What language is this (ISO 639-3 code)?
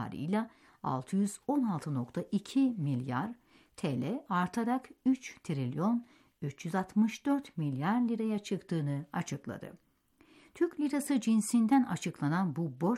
tur